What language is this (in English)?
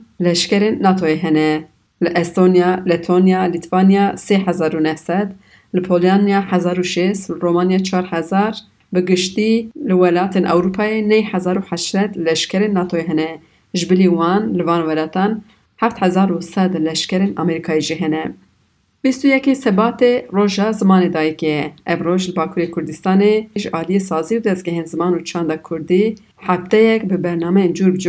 Kurdish